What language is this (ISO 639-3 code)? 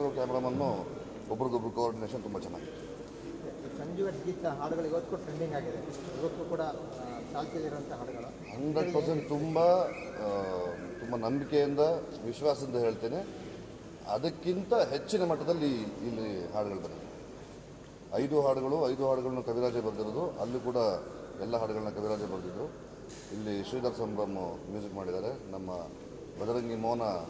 kan